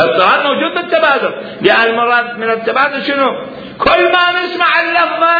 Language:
Mesopotamian Arabic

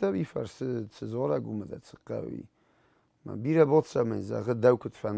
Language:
Ossetic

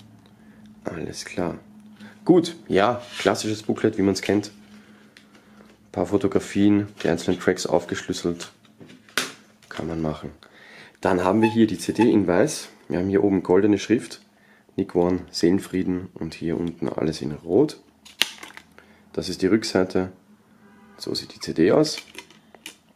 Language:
German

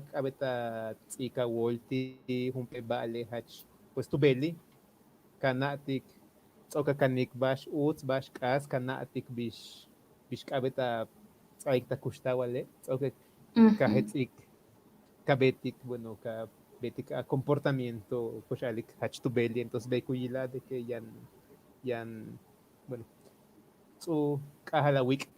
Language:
Yucateco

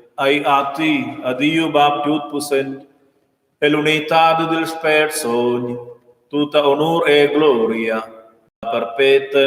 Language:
Romansh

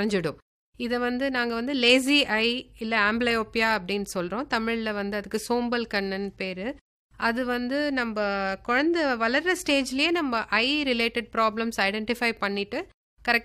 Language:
Tamil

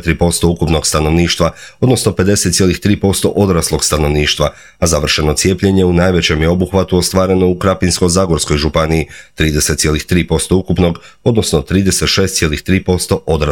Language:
Croatian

